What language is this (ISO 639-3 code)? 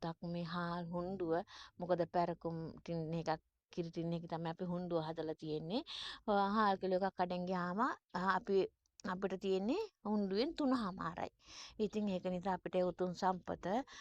sin